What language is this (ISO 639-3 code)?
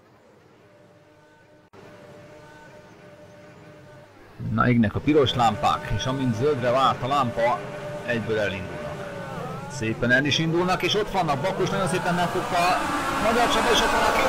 hun